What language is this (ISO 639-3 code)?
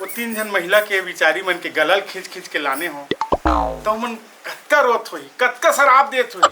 hne